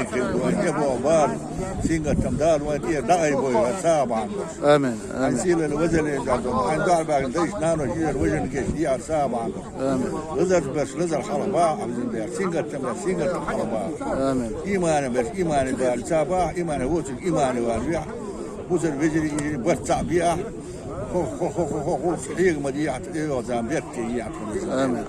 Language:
Chechen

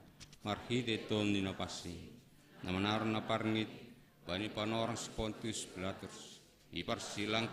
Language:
Batak Simalungun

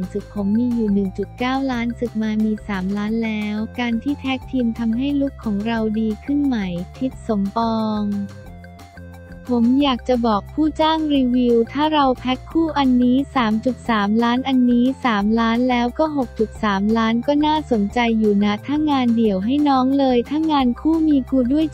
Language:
Thai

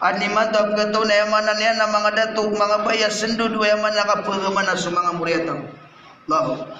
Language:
Maranao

